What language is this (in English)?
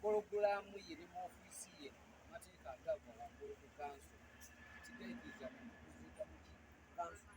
Ganda